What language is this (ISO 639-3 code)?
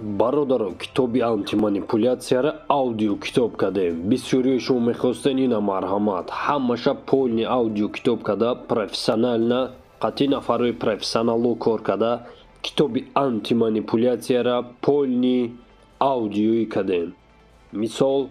tgk